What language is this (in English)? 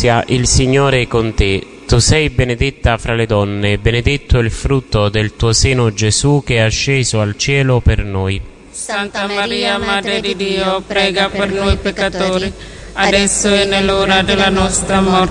Italian